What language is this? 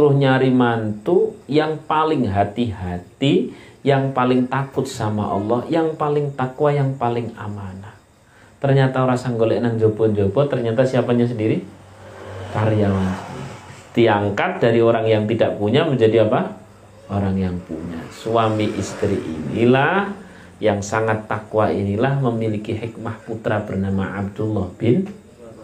Indonesian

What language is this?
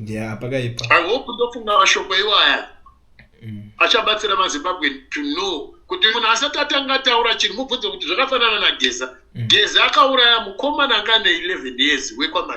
Shona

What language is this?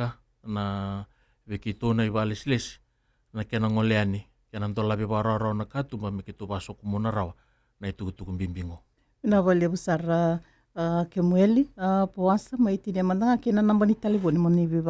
Fijian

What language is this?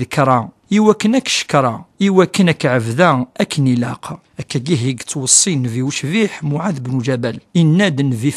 Kabyle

